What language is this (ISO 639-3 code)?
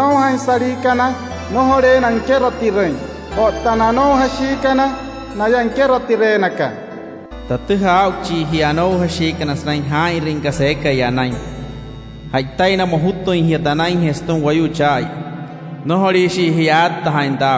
guc